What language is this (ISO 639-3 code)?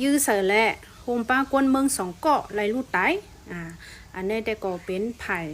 shn